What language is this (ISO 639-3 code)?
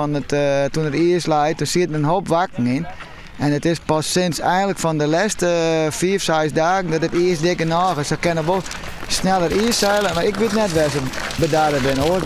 fry